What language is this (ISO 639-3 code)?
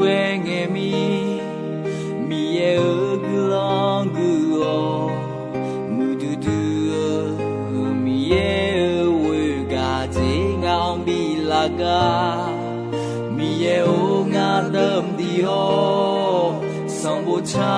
ahk